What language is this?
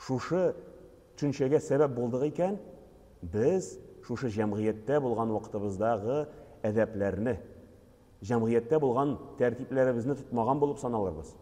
Tatar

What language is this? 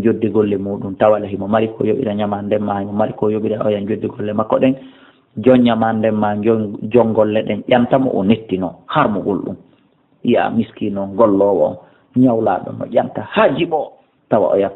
Fula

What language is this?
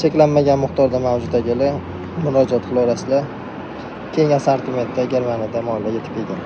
Uzbek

